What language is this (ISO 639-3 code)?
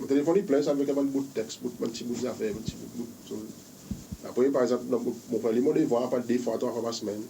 crs